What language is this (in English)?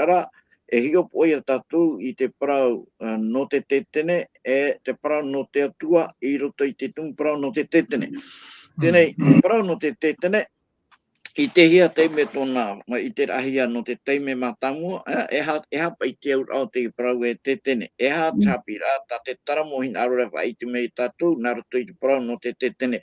Tahitian